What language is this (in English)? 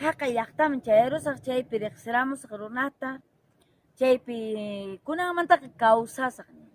Quechua